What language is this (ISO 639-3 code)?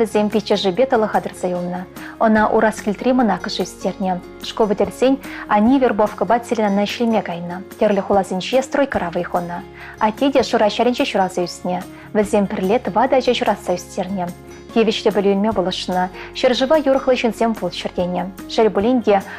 chv